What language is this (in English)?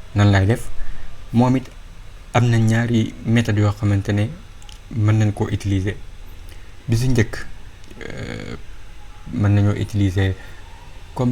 Wolof